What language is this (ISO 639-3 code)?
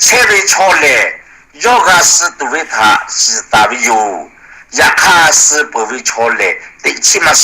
lhu